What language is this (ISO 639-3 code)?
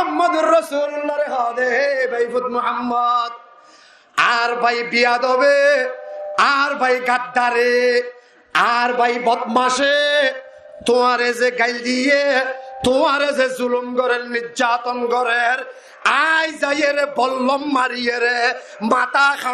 rhg